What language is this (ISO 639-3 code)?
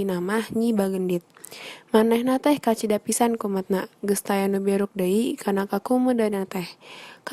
sun